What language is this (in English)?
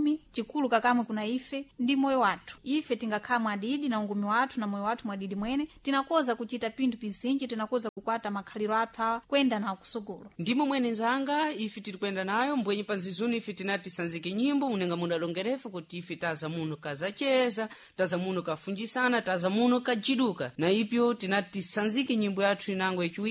Sena